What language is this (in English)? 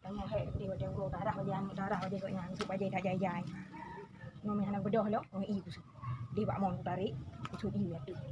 Achinese